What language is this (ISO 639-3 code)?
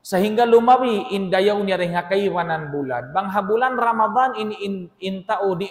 tsg